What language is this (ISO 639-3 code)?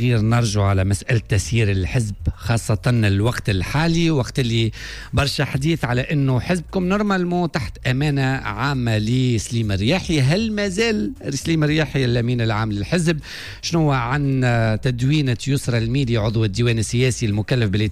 aeb